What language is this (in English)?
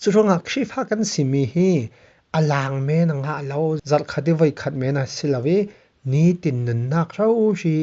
Falam Chin